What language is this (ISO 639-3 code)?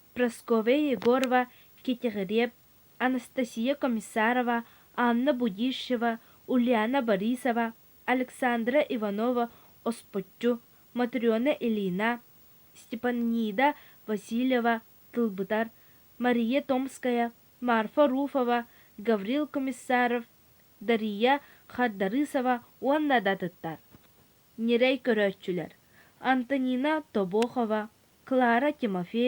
sah